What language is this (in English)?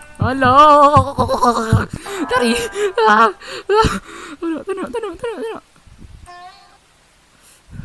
Malay